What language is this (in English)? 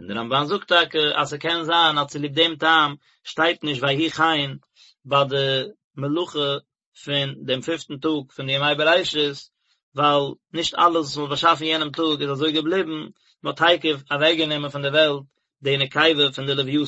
Yiddish